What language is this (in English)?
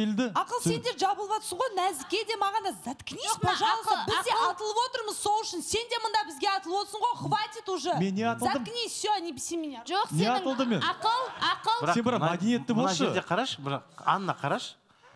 Kazakh